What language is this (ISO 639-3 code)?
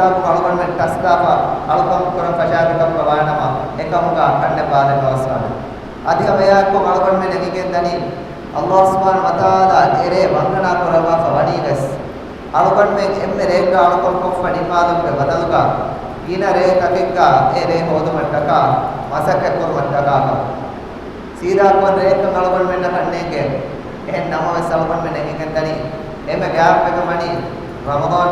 div